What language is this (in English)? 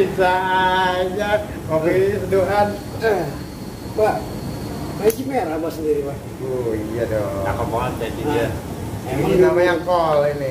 Betawi